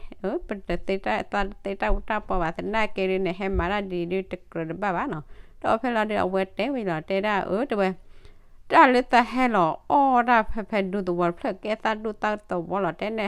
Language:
S'gaw Karen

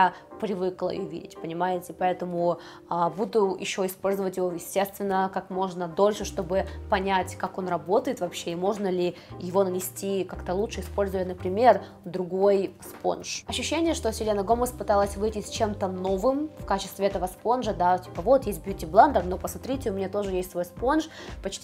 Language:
Russian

